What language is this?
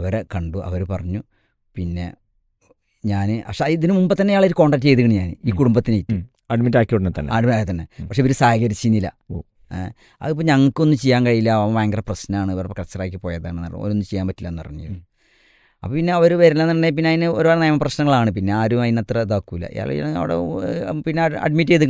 Malayalam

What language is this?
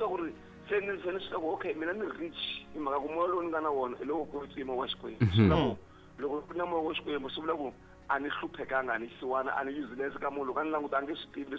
Tsonga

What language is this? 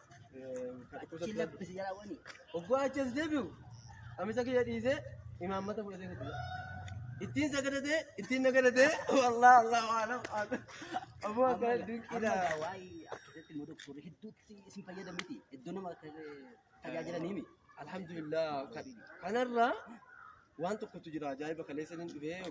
Oromo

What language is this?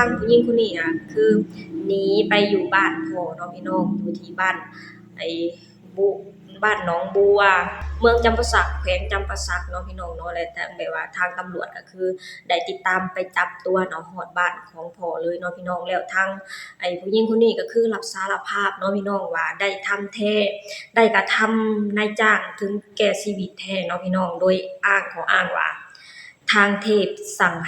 Lao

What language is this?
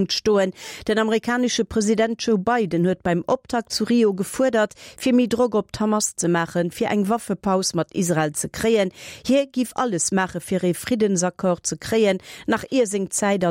Luxembourgish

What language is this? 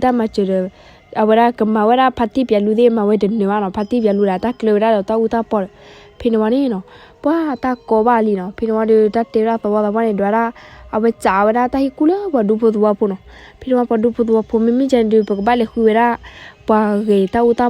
S'gaw Karen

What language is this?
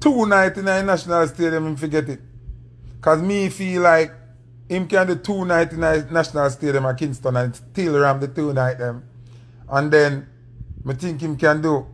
Jamaican Creole English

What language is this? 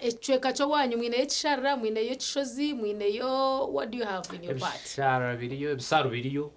Nyankole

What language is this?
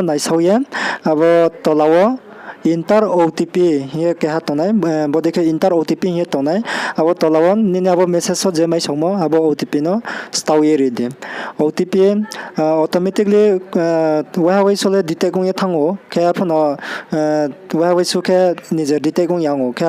Riang (India)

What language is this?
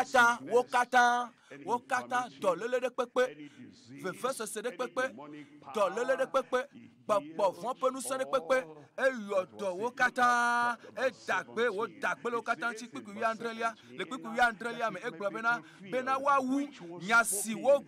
Ewe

